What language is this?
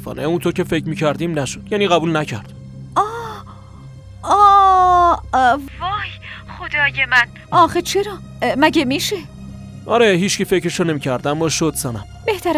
Persian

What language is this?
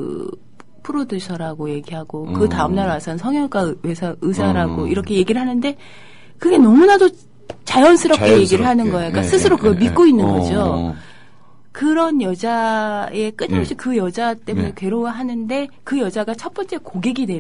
Korean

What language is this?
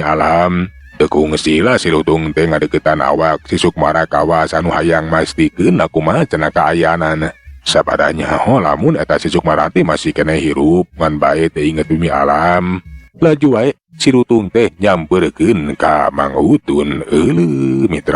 Sundanese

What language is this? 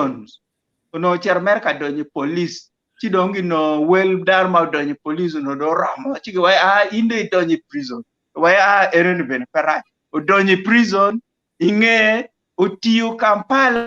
Acoli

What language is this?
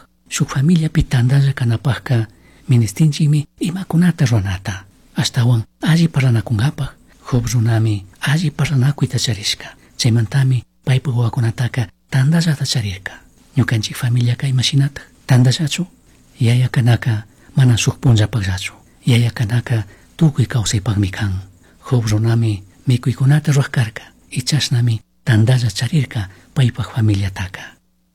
Chimborazo Highland Quichua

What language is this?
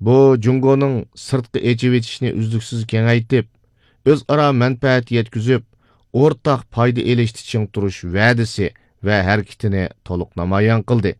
Uyghur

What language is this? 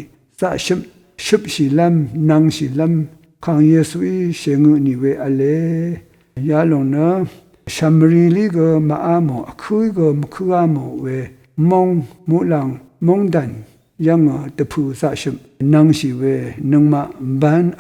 Rawang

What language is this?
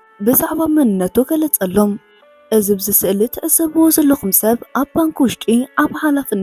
Tigrinya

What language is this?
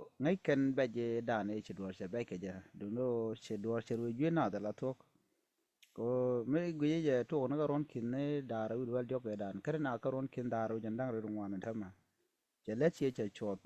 Nuer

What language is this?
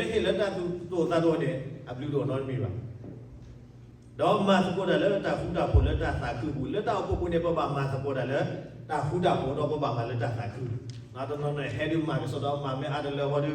S'gaw Karen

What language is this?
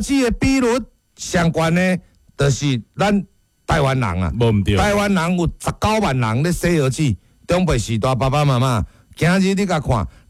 Min Nan Chinese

